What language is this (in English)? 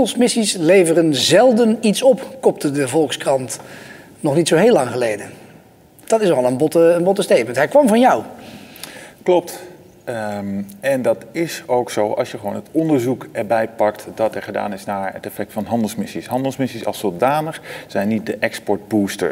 Dutch